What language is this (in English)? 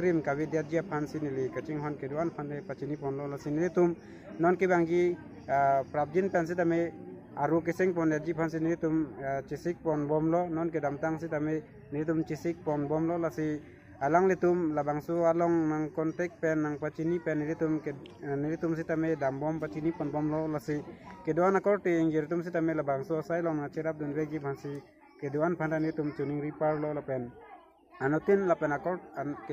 Karbi